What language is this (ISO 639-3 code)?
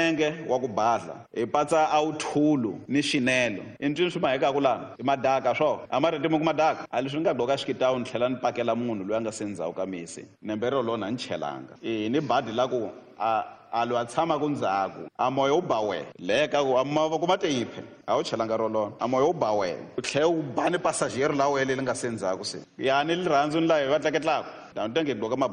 tso